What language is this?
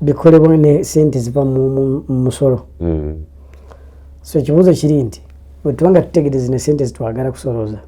Ganda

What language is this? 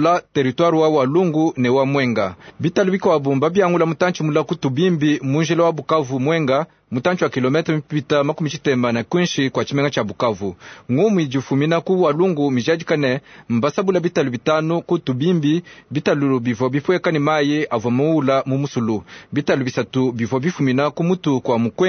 Luba-Lulua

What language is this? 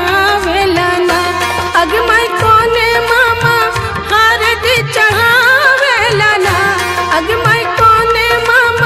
Bhojpuri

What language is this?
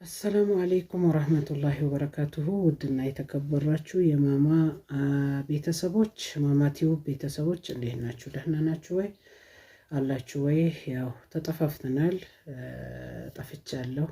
Amharic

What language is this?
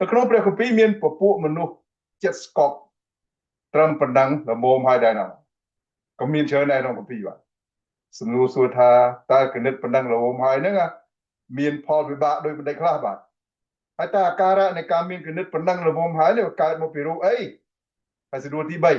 Khmer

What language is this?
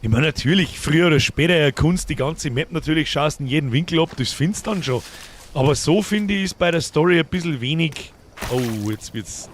Bavarian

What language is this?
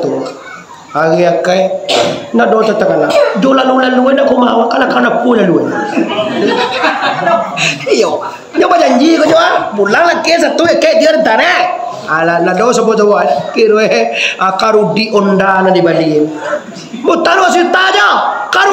Minangkabau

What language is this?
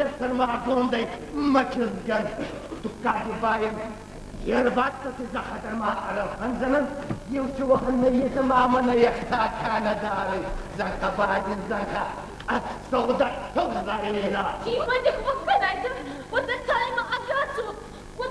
Ossetic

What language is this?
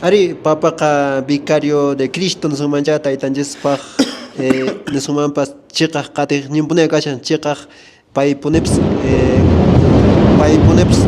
Quechua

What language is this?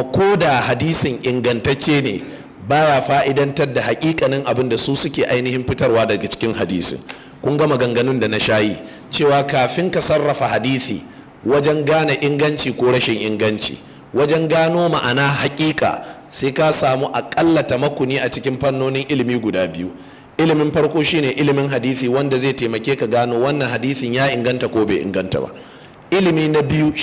Hausa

